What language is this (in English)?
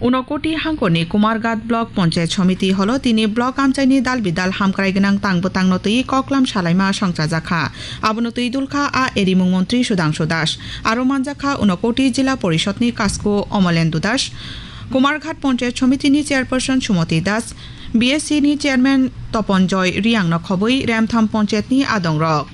Kok Borok